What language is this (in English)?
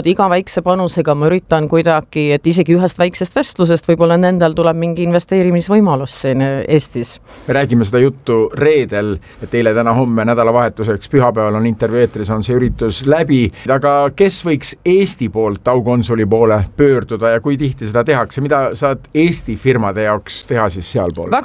Estonian